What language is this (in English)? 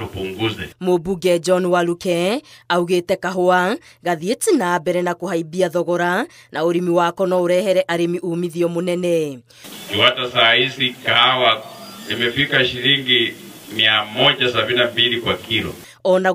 Kikuyu